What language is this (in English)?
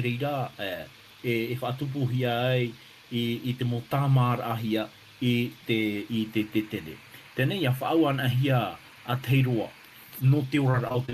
Tahitian